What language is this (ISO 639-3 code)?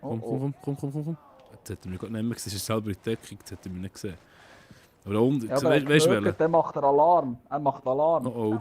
gsw